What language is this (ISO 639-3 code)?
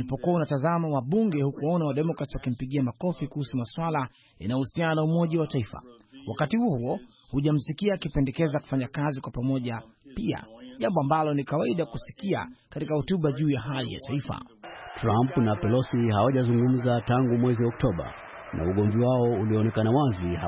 swa